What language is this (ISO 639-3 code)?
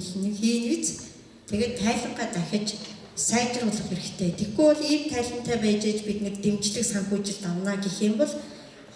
mon